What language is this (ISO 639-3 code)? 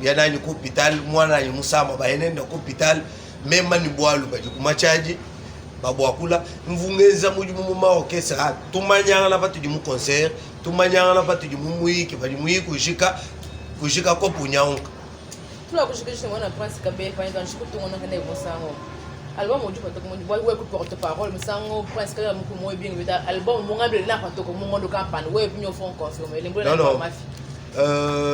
lua